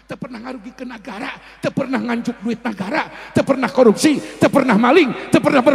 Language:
Sundanese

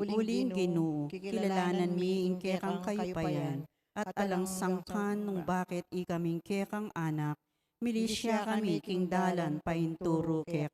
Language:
Pampanga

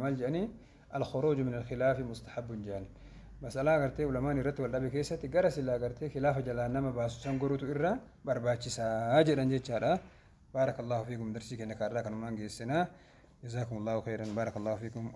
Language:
Oromo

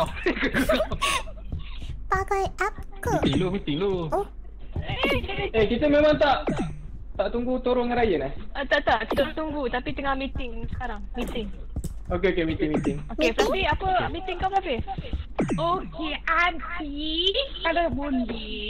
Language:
Malay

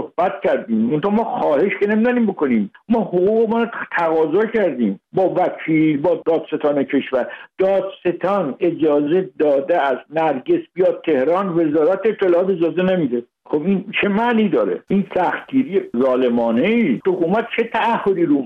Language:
Persian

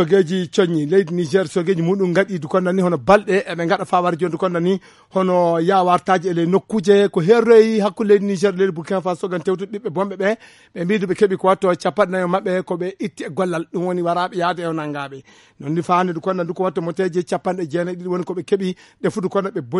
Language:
Fula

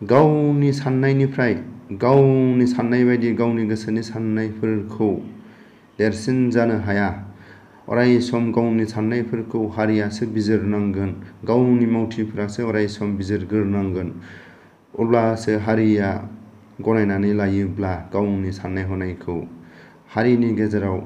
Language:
Bodo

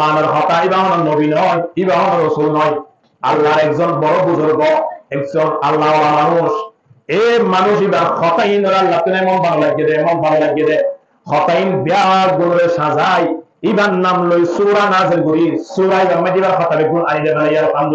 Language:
Rohingya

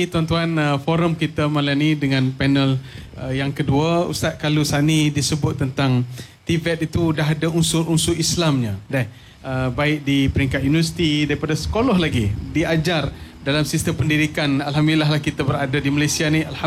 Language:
Malay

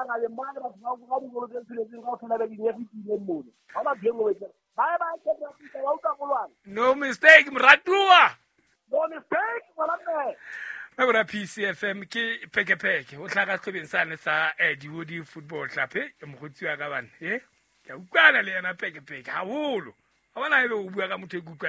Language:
Southern Sotho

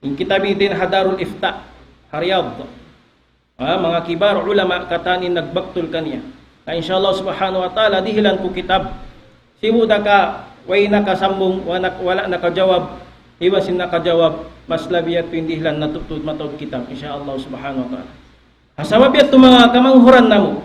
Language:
Tausug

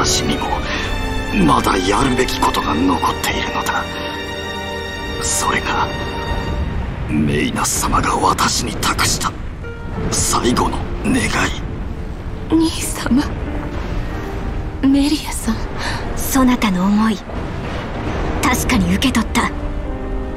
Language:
Japanese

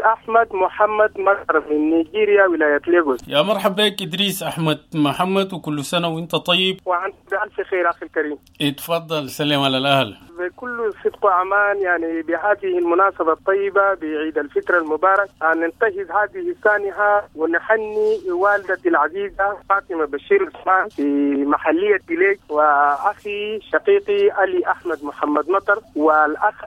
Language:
Sudanese Arabic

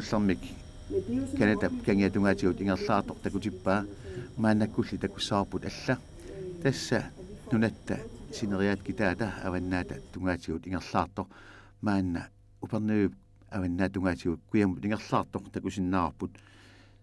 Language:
Kalaallisut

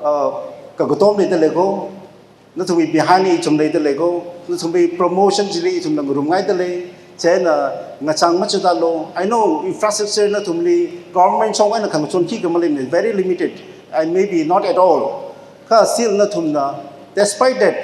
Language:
Tangkhul Naga (India)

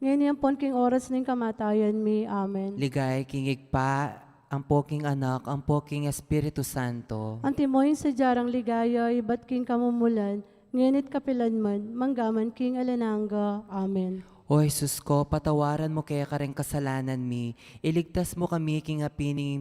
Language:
Pampanga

